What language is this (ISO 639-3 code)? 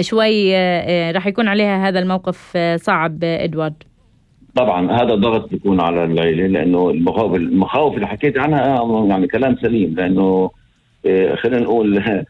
apc